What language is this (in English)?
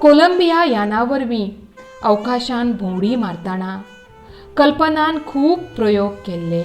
Konkani